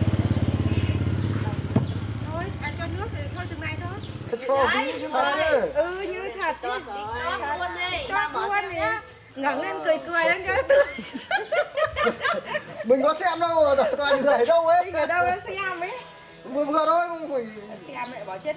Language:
Vietnamese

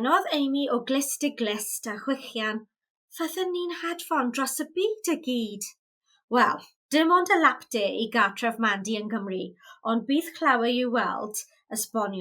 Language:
Welsh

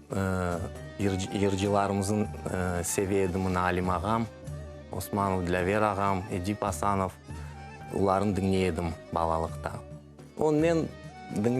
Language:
Crimean Tatar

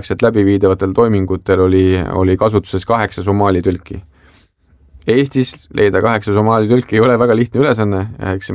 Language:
Estonian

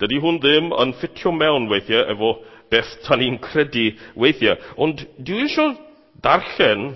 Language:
Welsh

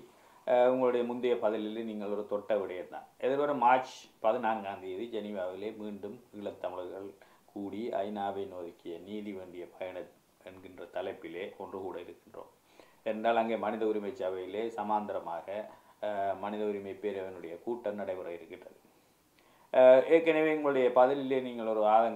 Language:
Tamil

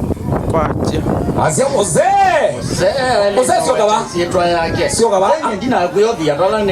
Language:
Kamba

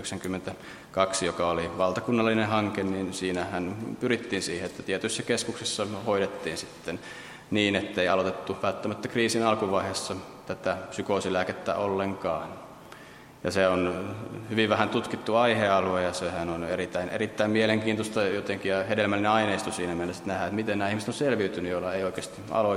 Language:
Finnish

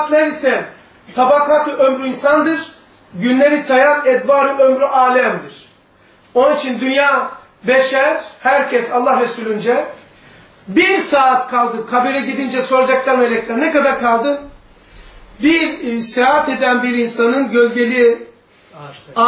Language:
Turkish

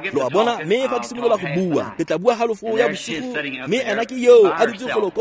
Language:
Tswana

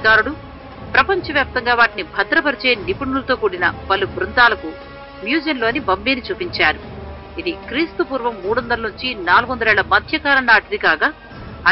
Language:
Telugu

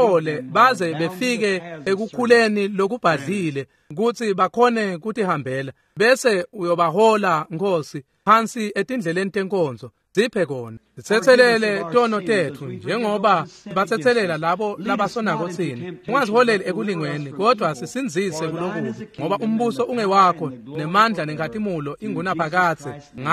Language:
Swati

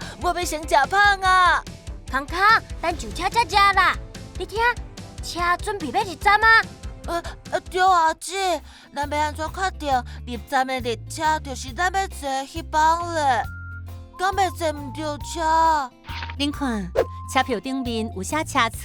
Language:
Min Nan Chinese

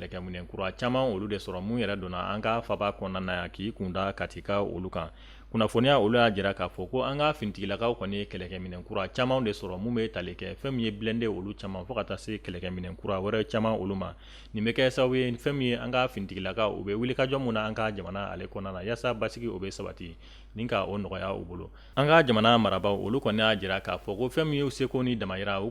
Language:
Bambara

